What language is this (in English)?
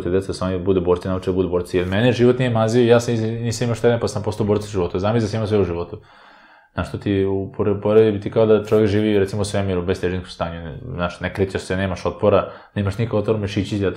Serbian